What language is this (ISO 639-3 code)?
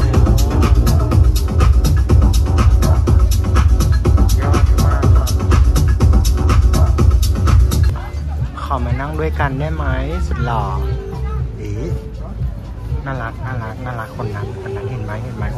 tha